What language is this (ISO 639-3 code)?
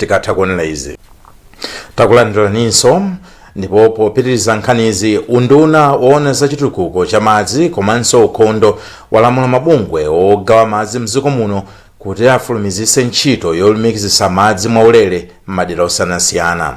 nya